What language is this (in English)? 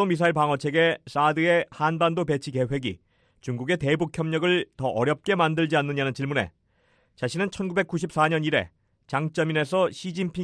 Korean